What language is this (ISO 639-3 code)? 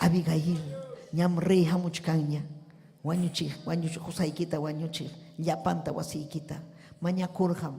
quy